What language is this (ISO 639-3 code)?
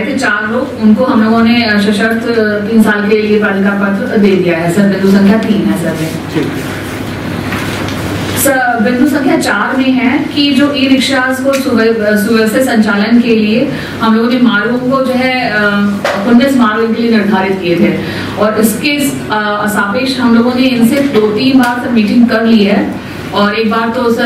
hin